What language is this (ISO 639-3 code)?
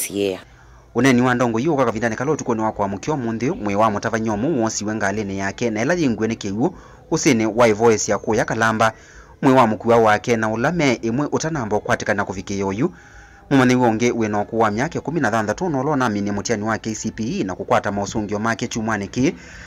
kam